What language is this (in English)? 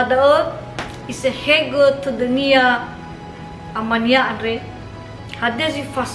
Nias